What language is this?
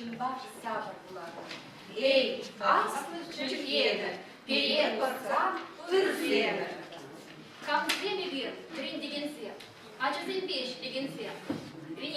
Chuvash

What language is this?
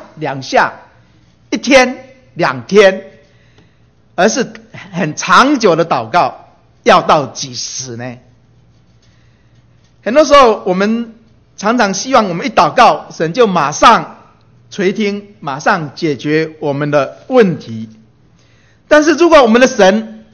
Chinese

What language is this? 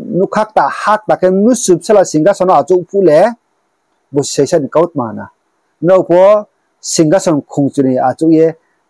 Riang (India)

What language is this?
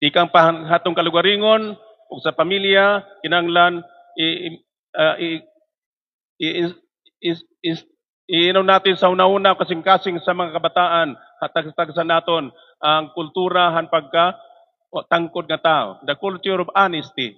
Waray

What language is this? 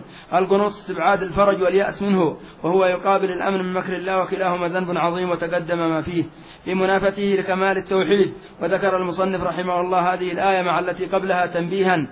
Arabic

